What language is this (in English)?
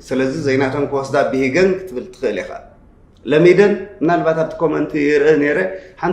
Tigrinya